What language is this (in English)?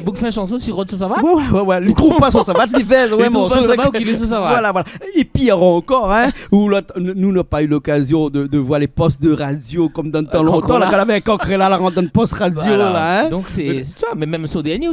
Réunion Creole French